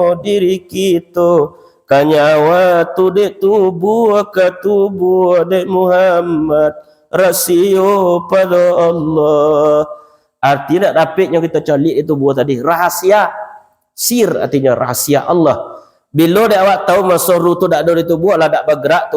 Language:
Minangkabau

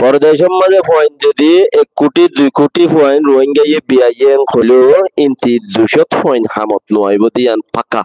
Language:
Rohingya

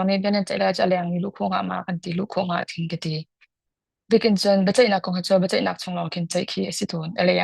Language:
Hakha Chin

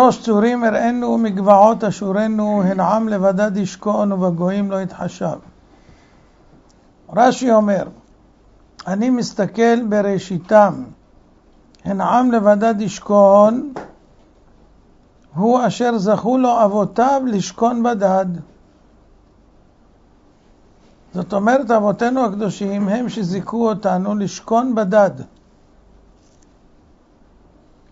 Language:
Hebrew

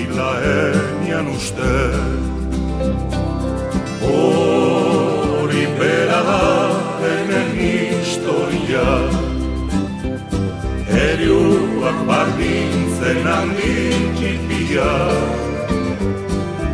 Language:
Basque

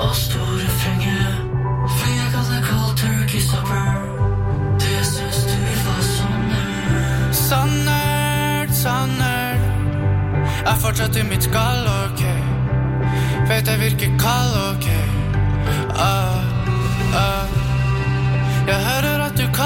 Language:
Norwegian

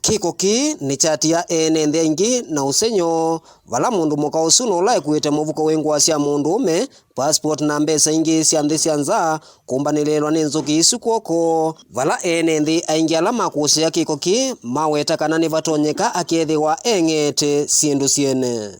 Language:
Kamba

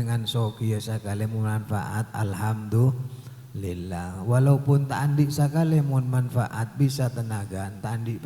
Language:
Madurese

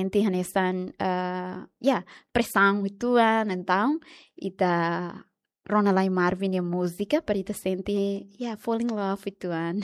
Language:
Tetum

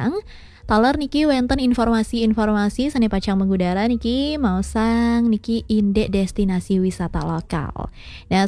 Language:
Balinese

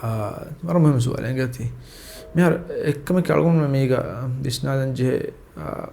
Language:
Divehi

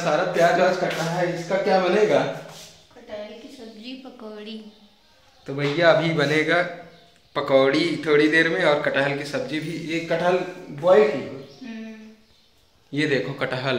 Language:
Hindi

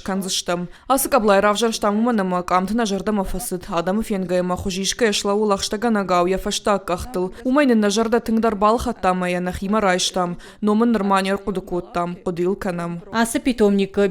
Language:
Ossetic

